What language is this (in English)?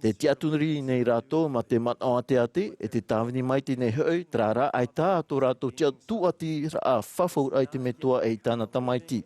Tahitian